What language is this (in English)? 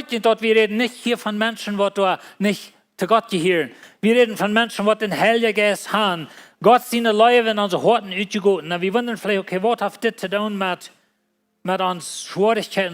Plautdietsch